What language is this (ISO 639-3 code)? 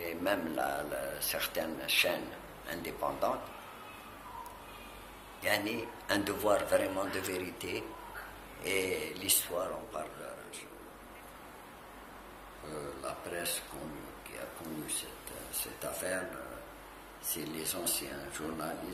fra